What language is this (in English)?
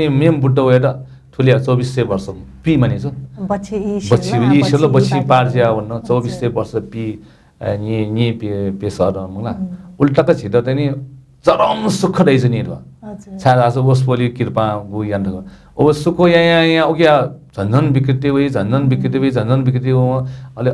Newari